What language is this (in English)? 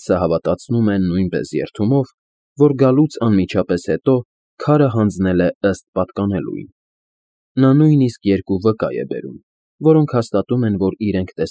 Armenian